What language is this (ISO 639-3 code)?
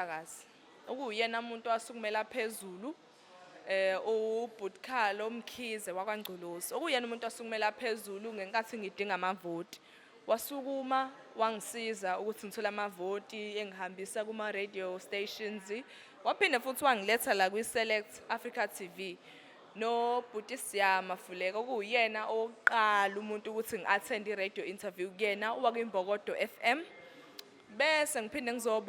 zul